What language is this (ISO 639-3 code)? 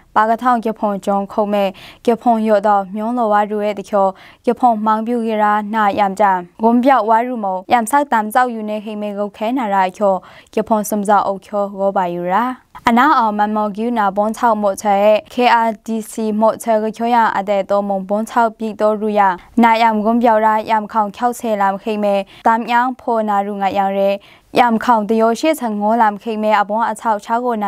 mhx